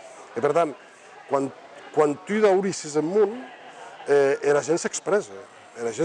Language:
Occitan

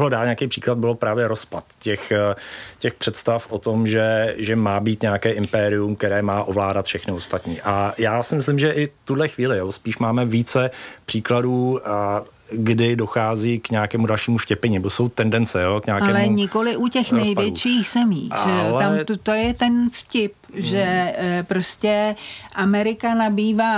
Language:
Czech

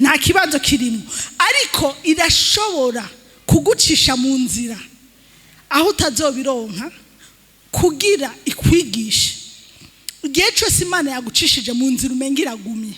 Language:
Rundi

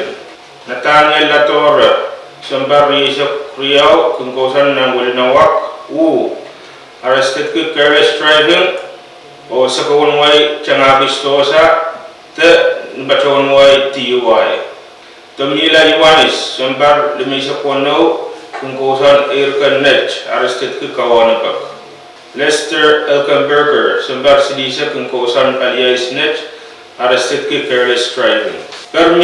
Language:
Pohnpeian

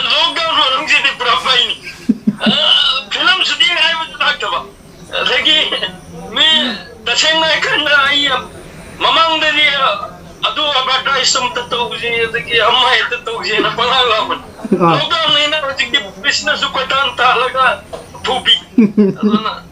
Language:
Manipuri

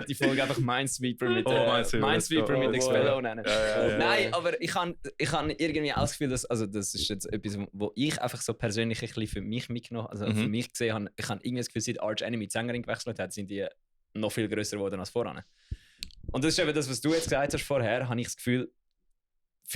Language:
Swiss German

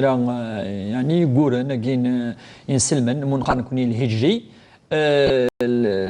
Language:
Kabyle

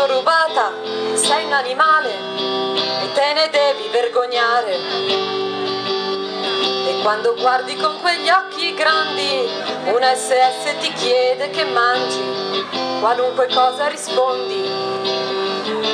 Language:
Italian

